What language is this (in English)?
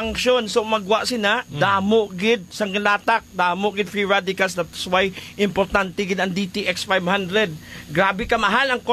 Hiligaynon